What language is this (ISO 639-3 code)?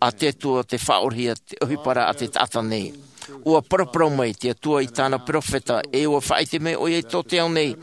tah